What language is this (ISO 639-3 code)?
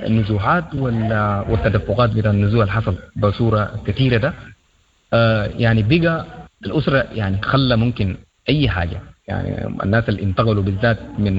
apd